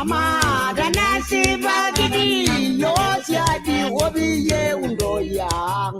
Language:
Masai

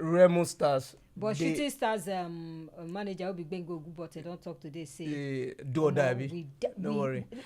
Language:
Nigerian Pidgin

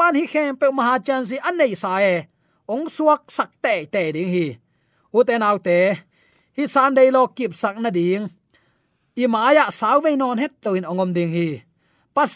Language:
Tedim Chin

